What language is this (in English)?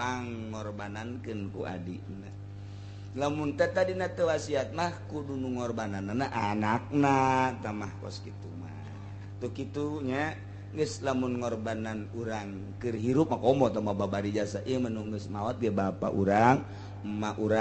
Sundanese